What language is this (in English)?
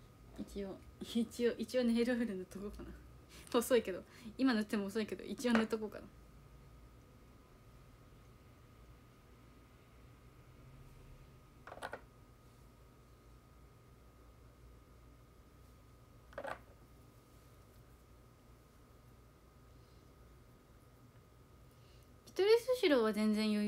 Japanese